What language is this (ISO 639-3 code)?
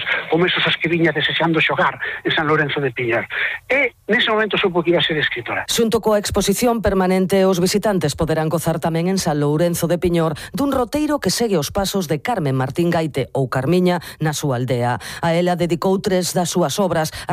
glg